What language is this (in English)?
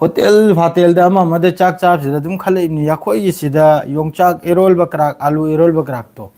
Manipuri